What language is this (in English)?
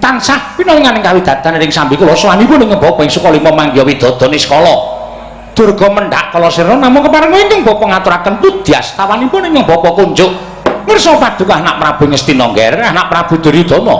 Javanese